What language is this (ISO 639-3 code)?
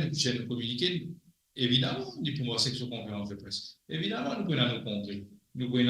mfe